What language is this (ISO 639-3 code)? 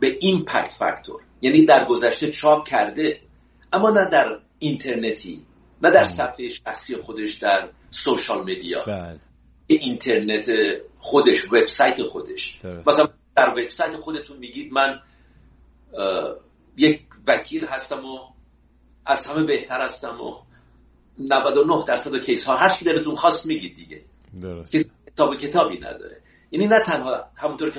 fas